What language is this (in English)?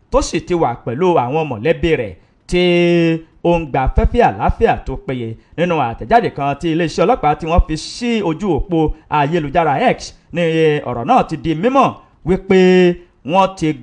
Yoruba